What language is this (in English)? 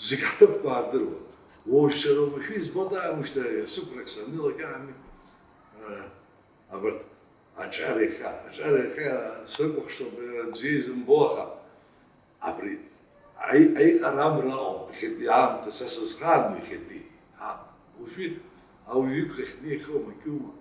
Abkhazian